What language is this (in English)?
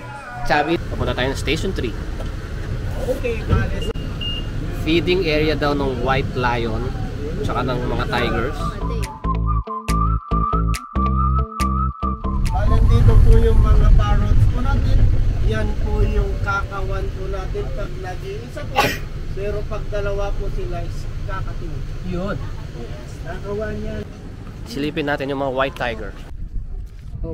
Filipino